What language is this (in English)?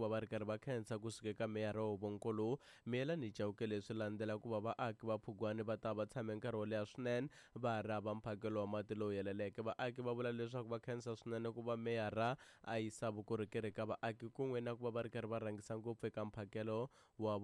Tsonga